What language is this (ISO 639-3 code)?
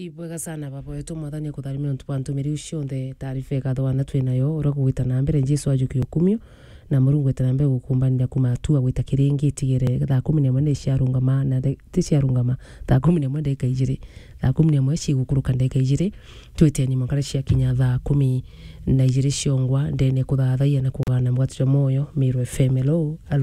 mer